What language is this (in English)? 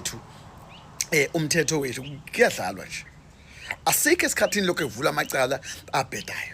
Zulu